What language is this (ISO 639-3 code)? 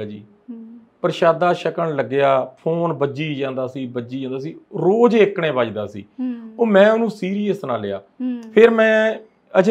pan